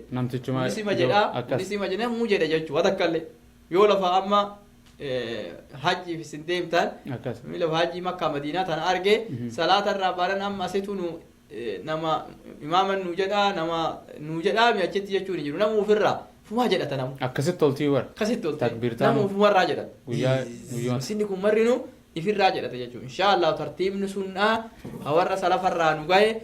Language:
Oromo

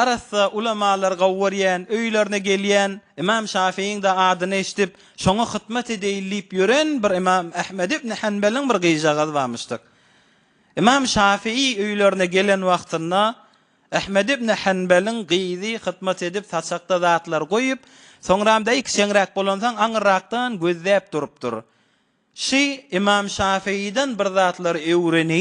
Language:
Turkmen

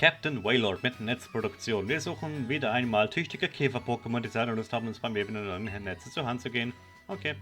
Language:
Swiss German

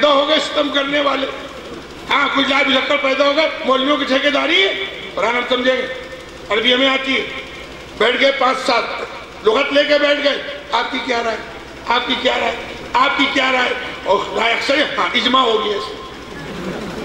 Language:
Urdu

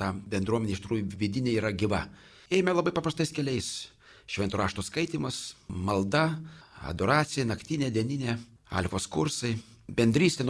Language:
Lithuanian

